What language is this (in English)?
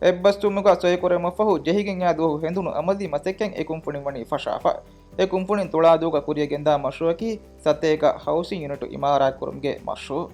Divehi